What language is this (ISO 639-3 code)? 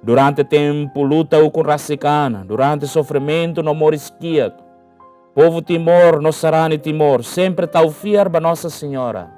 tet